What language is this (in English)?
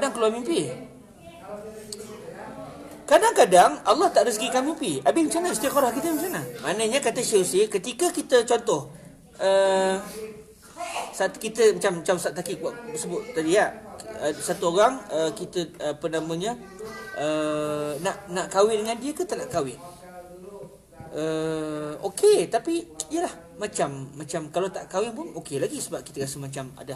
Malay